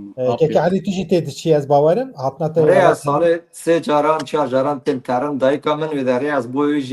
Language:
Kurdish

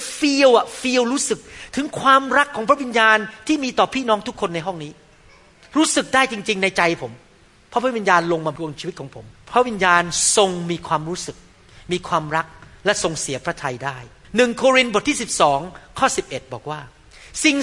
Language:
Thai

